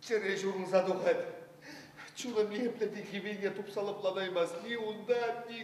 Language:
Chuvash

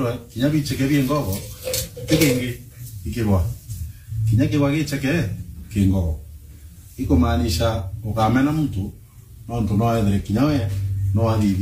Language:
Meru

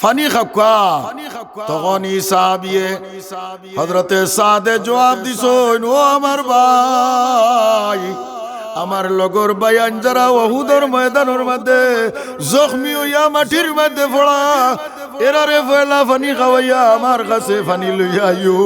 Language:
Sylheti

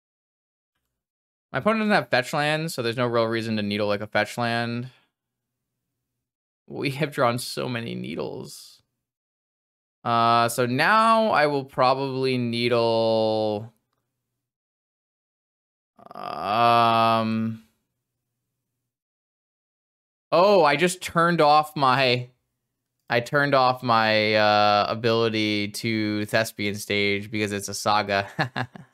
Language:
English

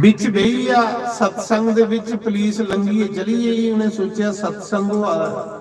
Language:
Dogri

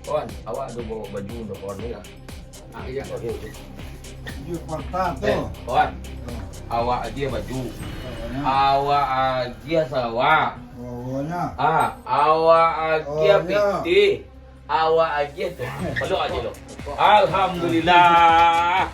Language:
Minangkabau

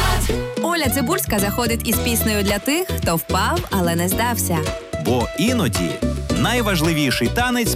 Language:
Ukrainian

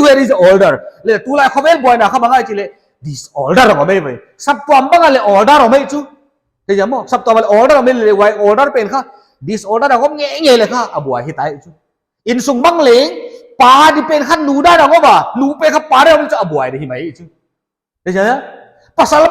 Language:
Paite Chin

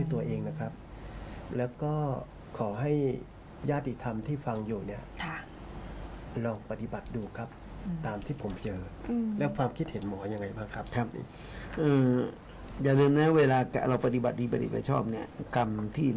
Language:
Thai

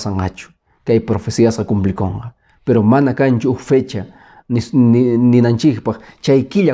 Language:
Quechua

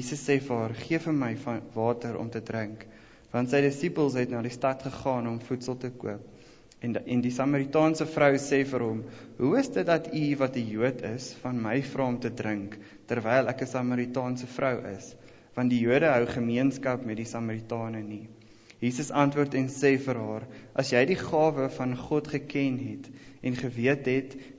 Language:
Afrikaans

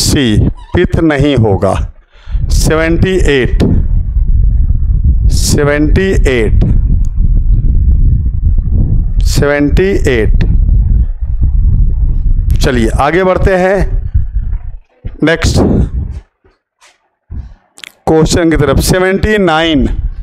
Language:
Hindi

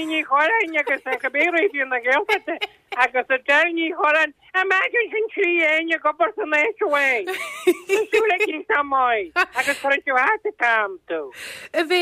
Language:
Irish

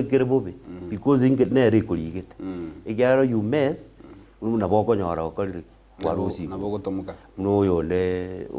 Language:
Gusii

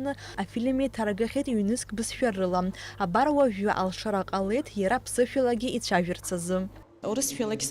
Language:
Abkhazian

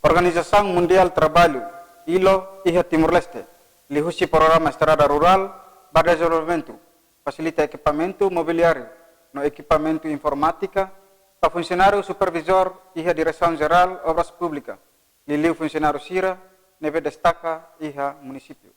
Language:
Tetum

